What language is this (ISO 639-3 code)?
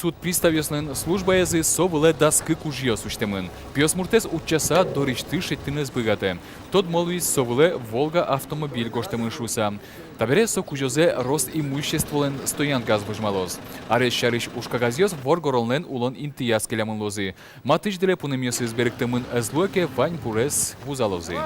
udm